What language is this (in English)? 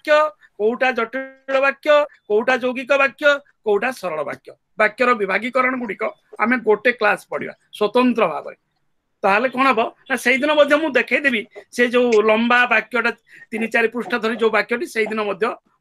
Odia